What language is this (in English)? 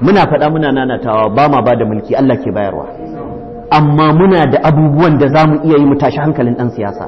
Hausa